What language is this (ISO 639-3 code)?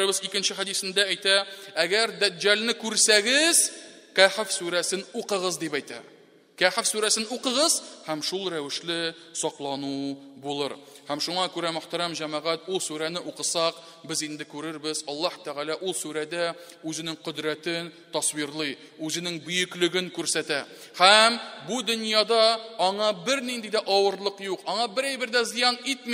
tat